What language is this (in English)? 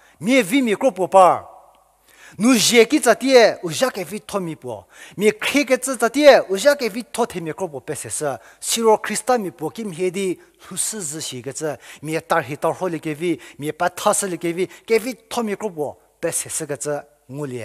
Angami Naga